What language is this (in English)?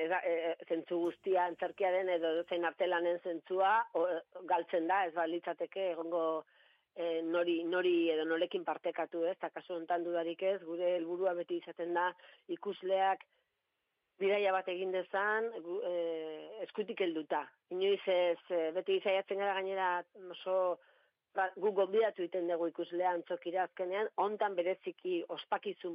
Basque